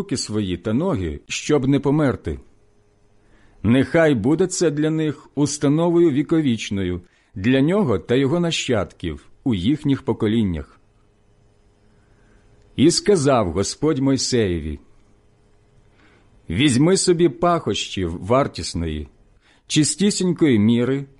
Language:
Ukrainian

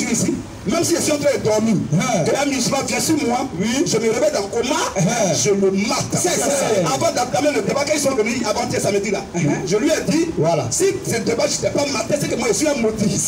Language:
French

